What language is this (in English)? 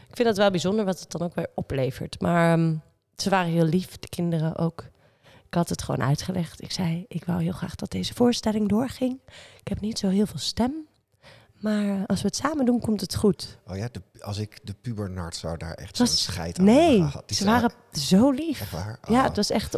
Dutch